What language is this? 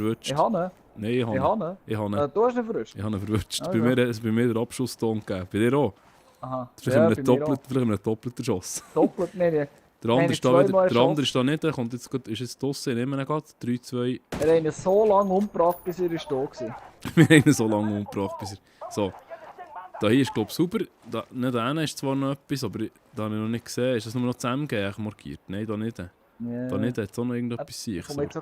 Swiss German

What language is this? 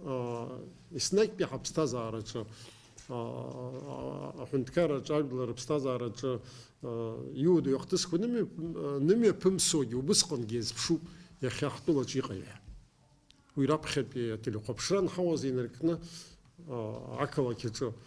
Abkhazian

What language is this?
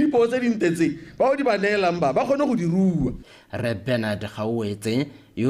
Tswana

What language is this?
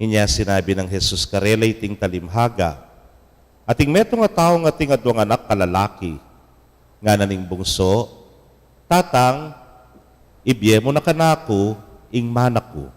Pampanga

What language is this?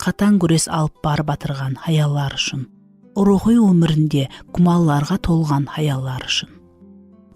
Kara-Kalpak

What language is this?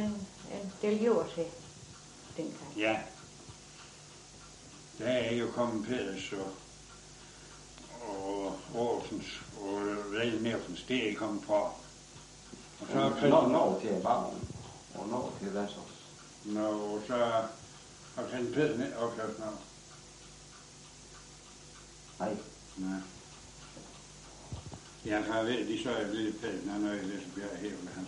Danish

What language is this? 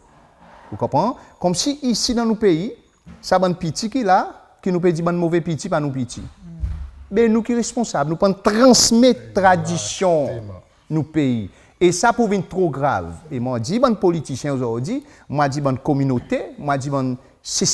Seselwa Creole French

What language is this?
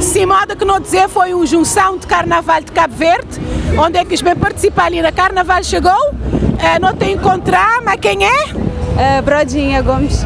Kabuverdianu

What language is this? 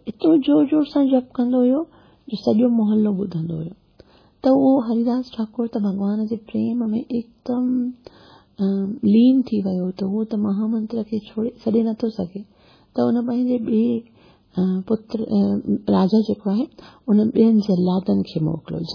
Sindhi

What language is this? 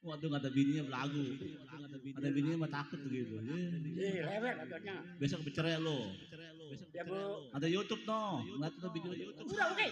Betawi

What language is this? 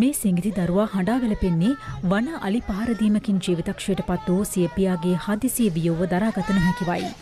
Sinhala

